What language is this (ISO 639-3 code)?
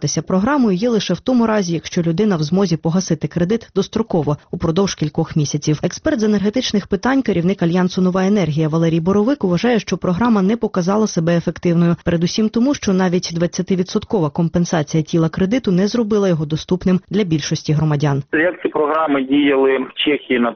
ukr